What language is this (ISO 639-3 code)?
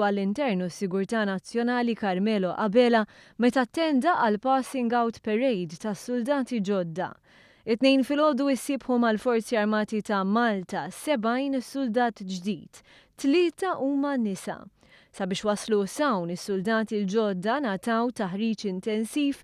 mlt